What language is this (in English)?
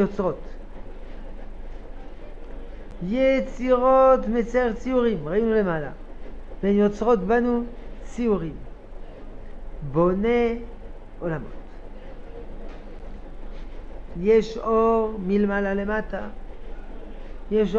Hebrew